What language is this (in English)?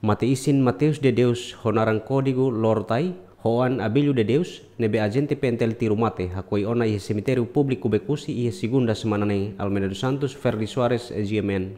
Tetum